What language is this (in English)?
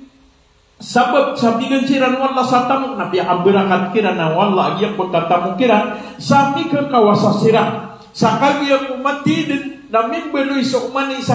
Maranao